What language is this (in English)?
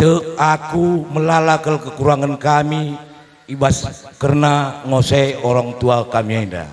Batak Karo